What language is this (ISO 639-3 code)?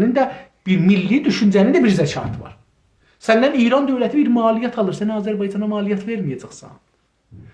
azb